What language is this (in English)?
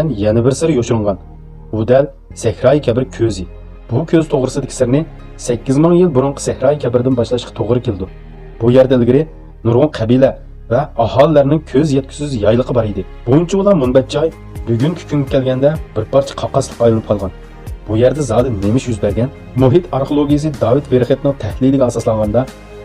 Uyghur